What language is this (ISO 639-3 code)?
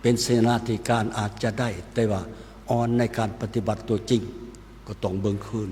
lao